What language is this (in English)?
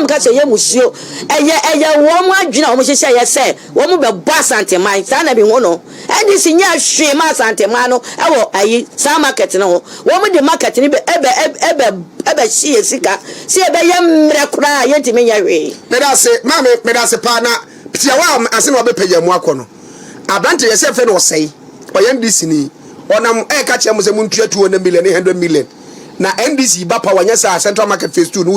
Akan